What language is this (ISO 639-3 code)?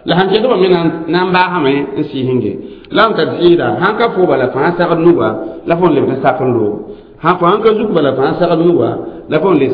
mos